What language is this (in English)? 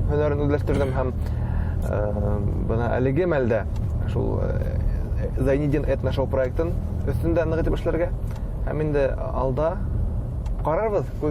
Bashkir